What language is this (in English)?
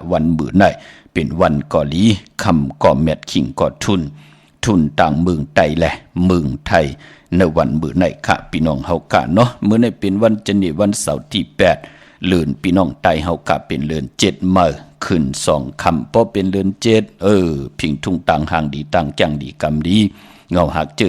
Shan